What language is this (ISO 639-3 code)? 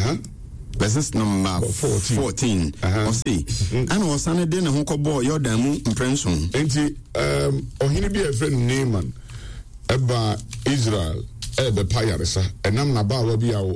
aka